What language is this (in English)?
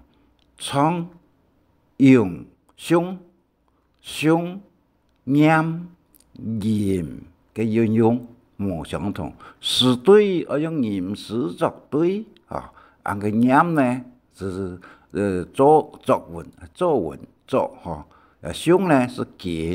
Hakka Chinese